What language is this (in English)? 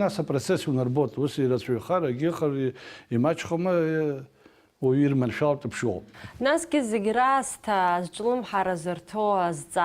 Abkhazian